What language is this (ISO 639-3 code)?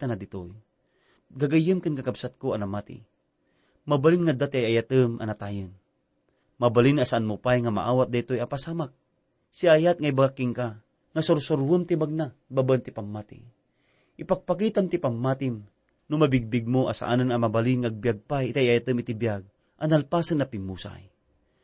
ilo